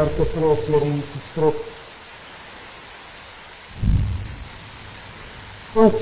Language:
Afrikaans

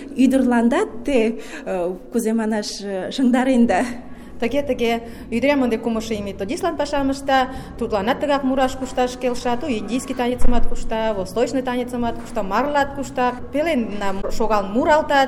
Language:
Mari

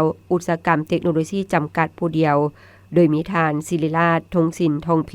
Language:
Lao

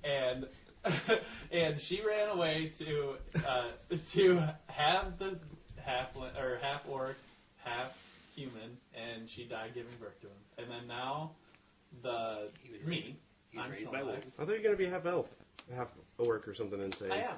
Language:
English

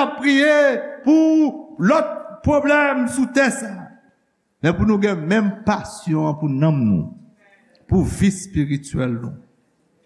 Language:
Haitian Creole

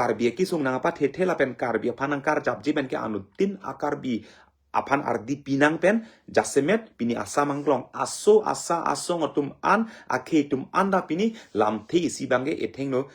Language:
Karbi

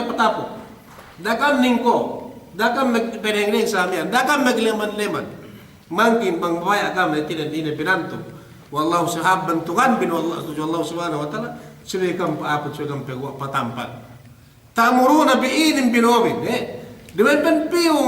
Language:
Yakan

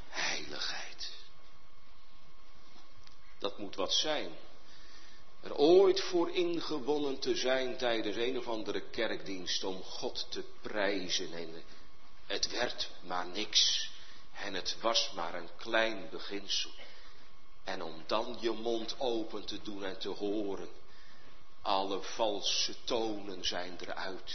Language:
Dutch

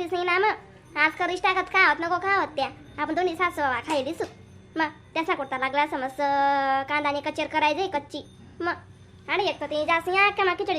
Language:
Khandesi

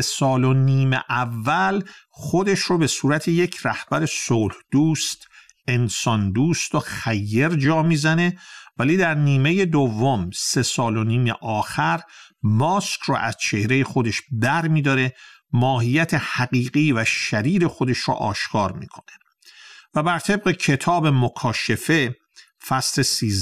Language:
Persian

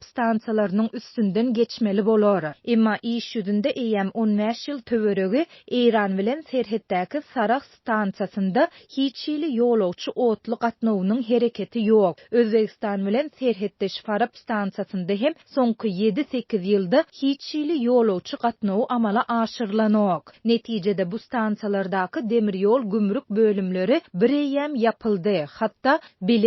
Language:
Turkmen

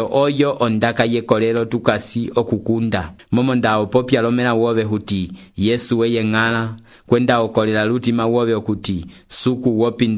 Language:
Umbundu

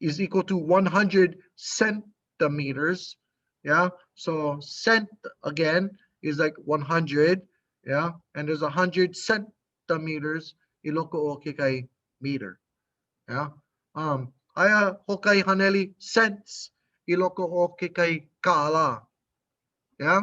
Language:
Hawaiian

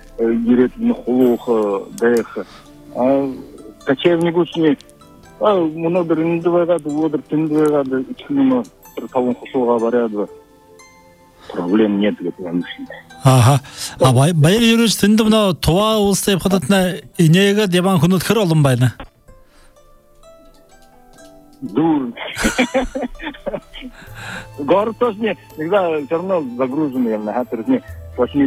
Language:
Buriat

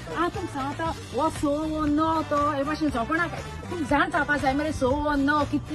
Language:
Konkani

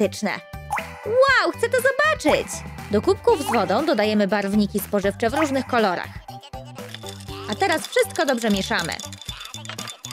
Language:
Polish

